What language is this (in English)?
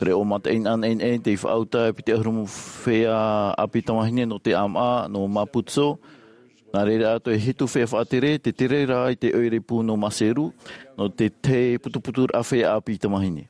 Tahitian